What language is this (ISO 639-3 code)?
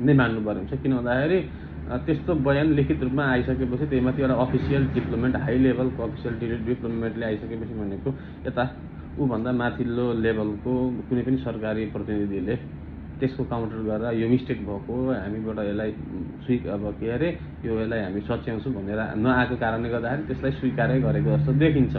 nep